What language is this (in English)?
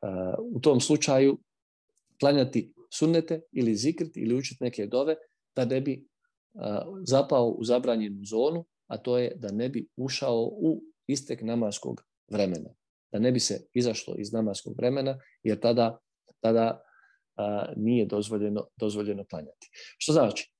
Bosnian